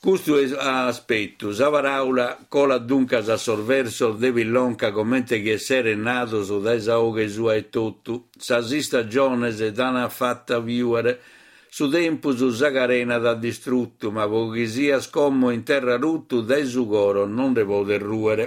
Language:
Sardinian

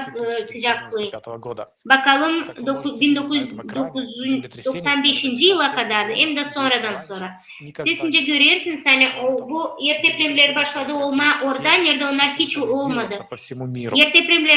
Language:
Gagauz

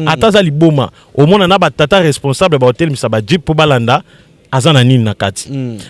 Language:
Lingala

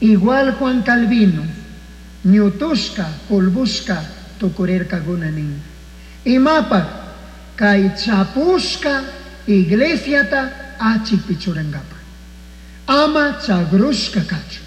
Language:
Chimborazo Highland Quichua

